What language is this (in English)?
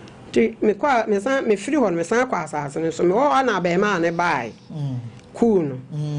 Akan